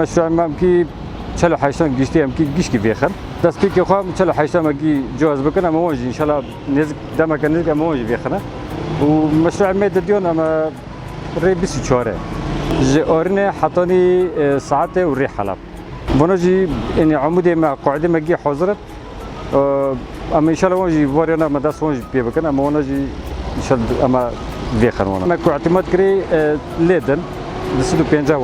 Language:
Kurdish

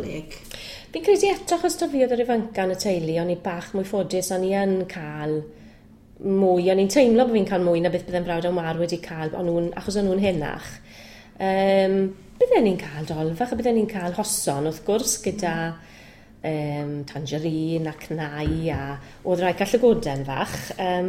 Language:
Welsh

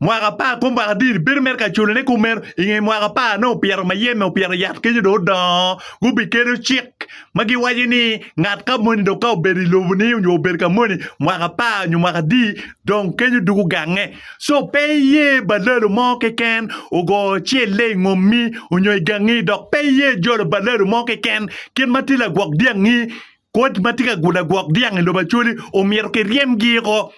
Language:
Acoli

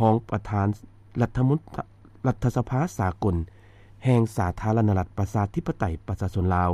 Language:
Lao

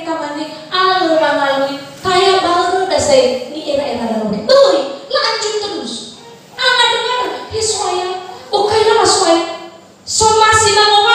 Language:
Nias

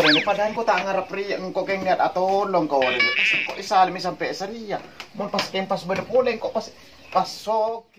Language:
Madurese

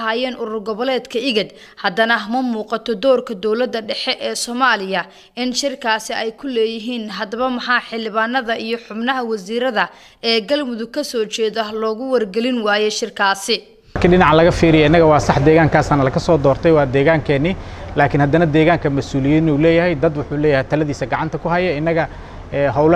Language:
Somali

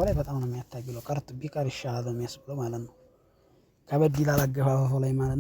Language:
Amharic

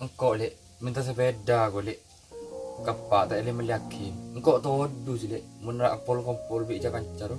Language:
Madurese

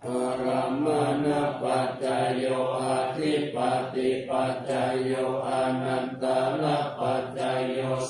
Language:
Pali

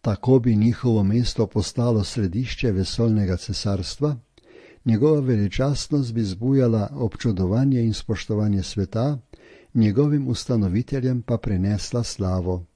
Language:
Slovenian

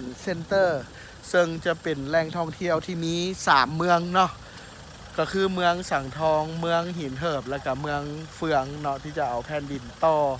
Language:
Lao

